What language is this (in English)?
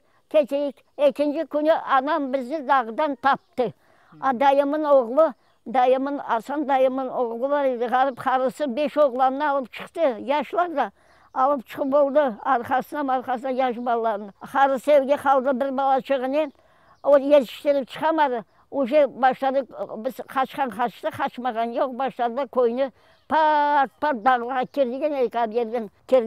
Crimean Tatar